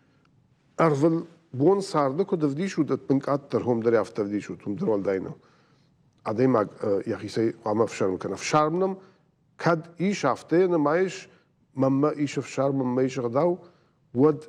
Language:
Ossetic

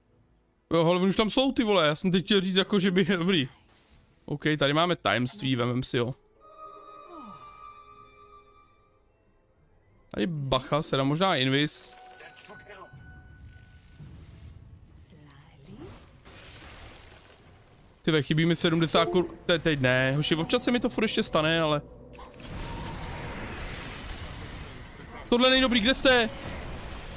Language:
Czech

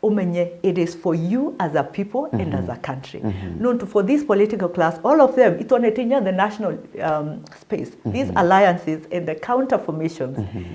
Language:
Meru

